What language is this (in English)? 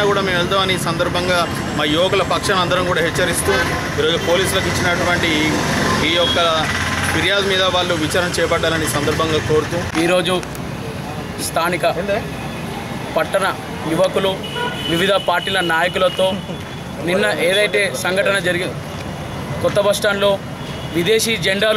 Telugu